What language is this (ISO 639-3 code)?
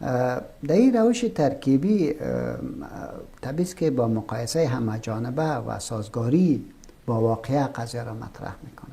fas